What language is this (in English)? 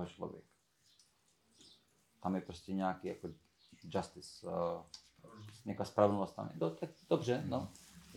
Czech